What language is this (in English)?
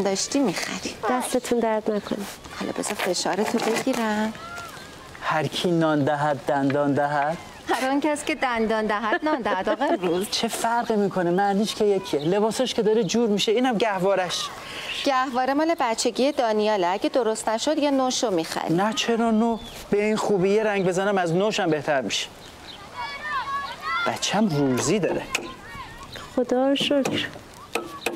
Persian